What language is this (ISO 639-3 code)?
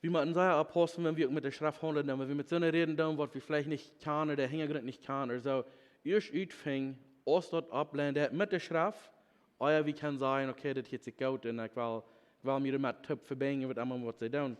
pdt